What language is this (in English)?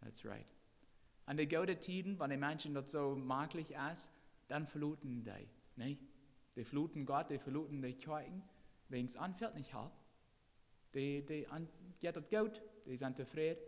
Plautdietsch